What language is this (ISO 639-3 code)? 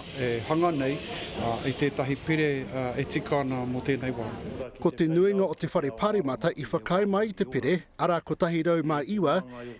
mri